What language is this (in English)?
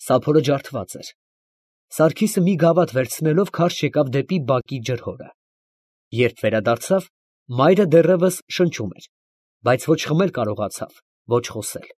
Armenian